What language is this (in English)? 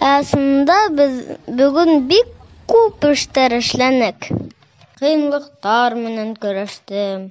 Bashkir